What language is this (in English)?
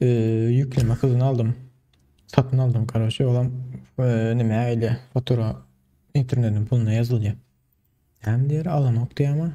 Turkmen